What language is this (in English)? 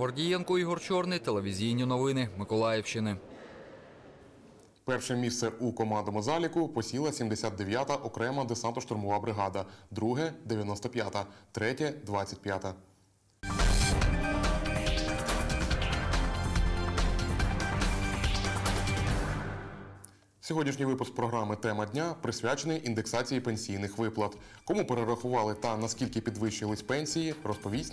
Ukrainian